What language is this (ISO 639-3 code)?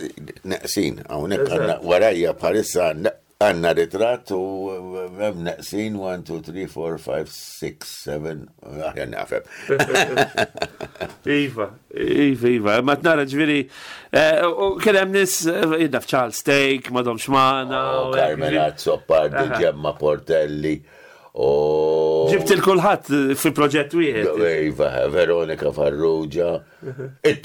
mlt